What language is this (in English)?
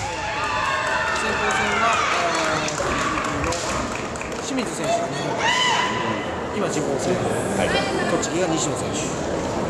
Japanese